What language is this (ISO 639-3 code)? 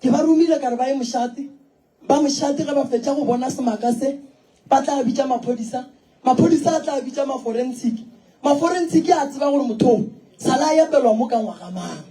nso